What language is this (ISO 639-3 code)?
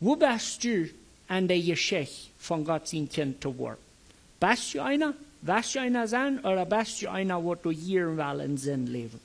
pdt